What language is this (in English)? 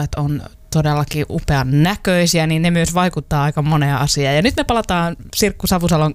Finnish